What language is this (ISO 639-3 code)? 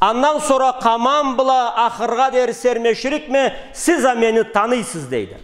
krc